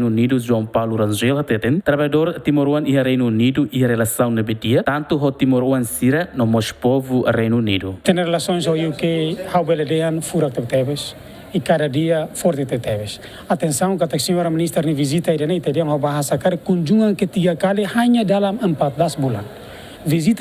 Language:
Tetum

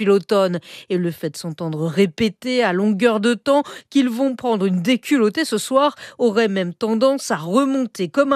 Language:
French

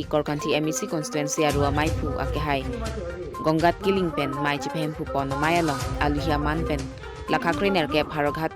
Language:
Karbi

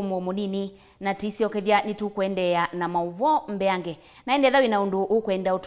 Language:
Kamba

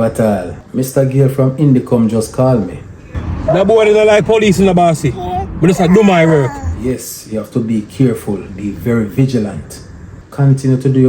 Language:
Jamaican Creole English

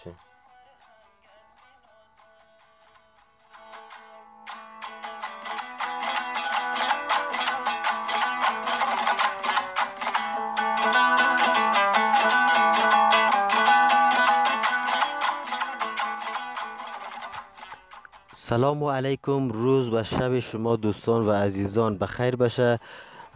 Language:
Persian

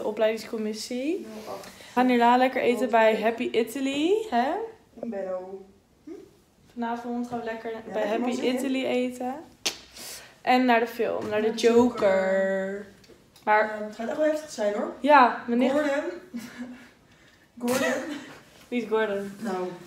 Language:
Dutch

